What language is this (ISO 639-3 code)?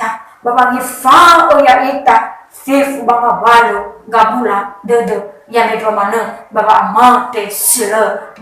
nia